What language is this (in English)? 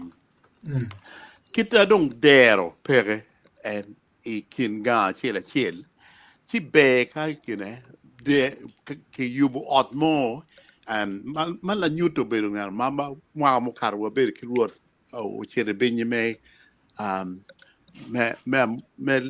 Acoli